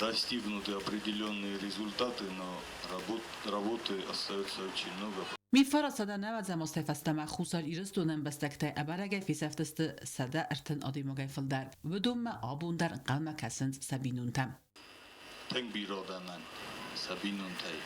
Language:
Ossetic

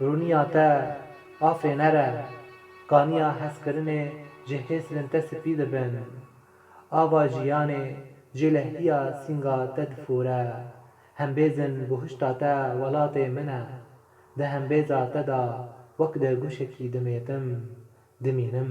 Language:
Kurdish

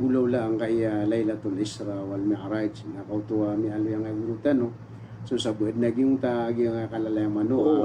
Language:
Maranao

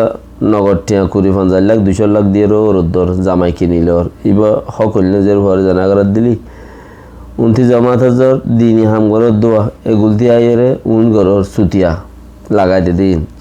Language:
Rohingya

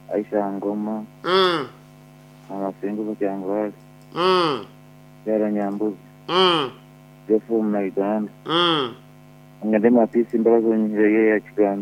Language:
Nyankole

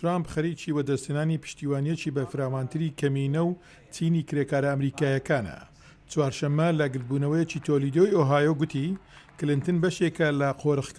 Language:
Central Kurdish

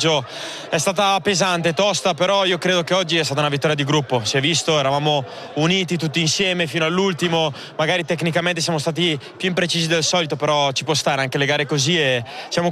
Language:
Italian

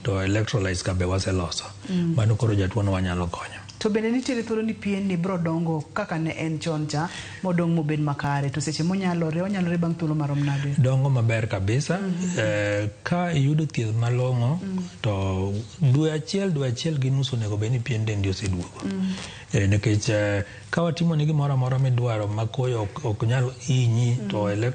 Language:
Luo (Kenya and Tanzania)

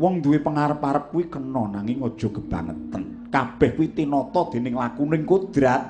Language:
Javanese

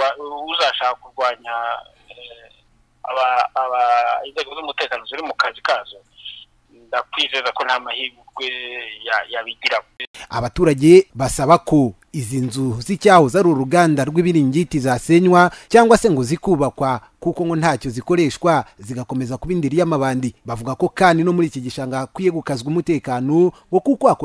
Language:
Kinyarwanda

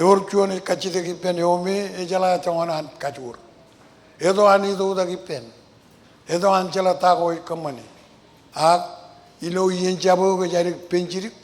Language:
Marshallese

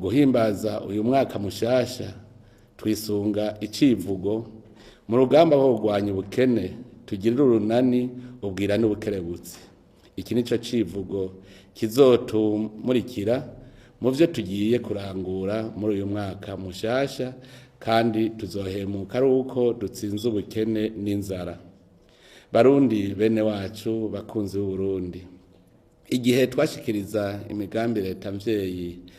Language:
Rundi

